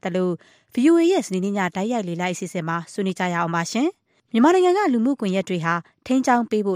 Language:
Burmese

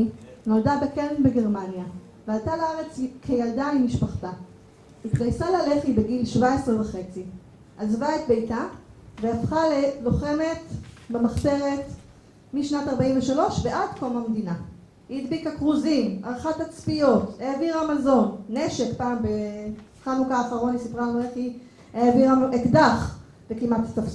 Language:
Hebrew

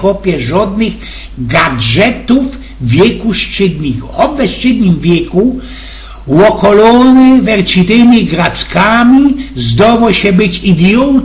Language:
Silesian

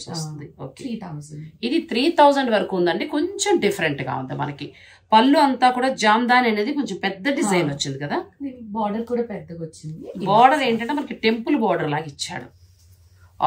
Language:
Telugu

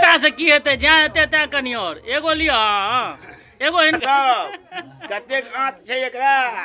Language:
Maithili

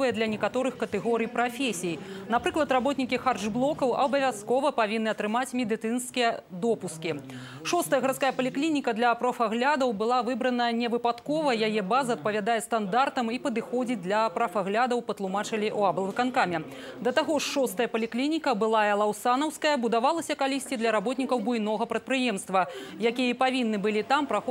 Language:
Belarusian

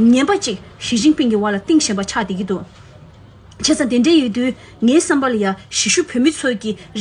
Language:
Tibetan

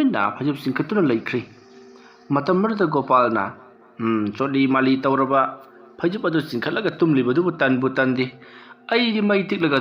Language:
Manipuri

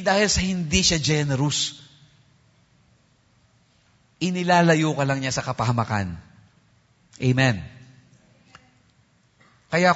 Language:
Filipino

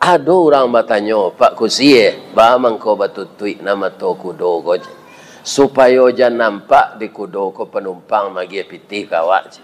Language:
Minangkabau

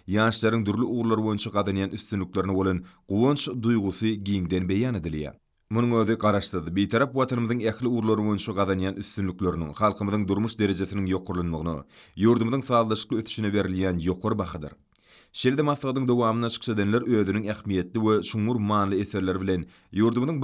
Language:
Turkmen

